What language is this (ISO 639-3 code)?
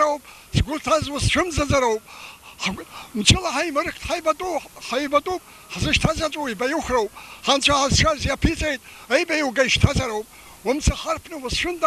abk